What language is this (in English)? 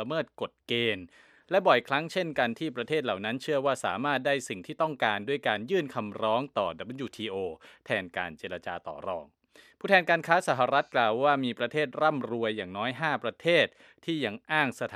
Thai